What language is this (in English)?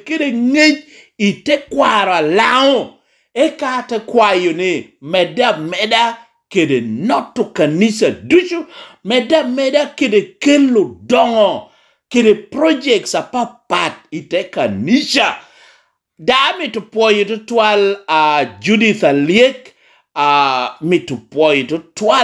Lango (Uganda)